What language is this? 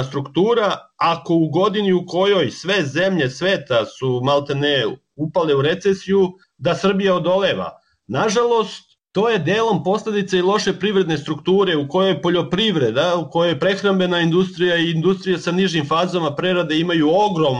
Serbian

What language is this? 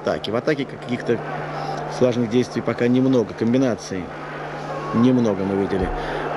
Russian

